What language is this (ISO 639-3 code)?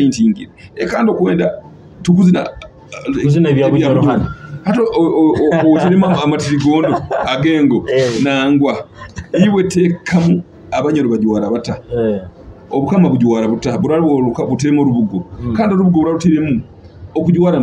nyo